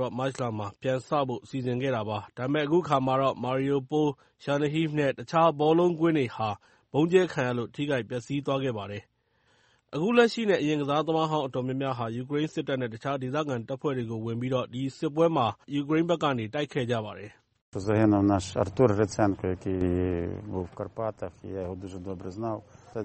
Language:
Burmese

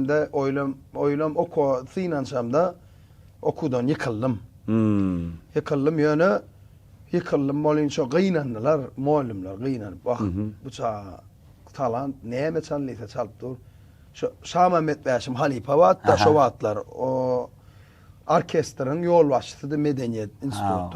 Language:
Turkmen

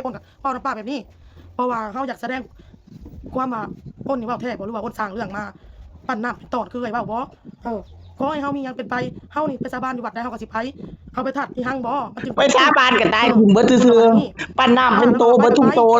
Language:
Northeastern Thai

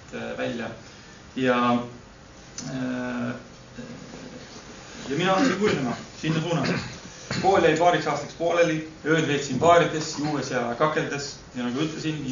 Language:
Estonian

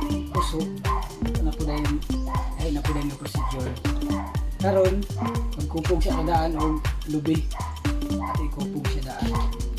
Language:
Cebuano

